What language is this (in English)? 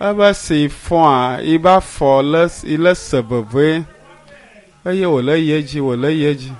Ewe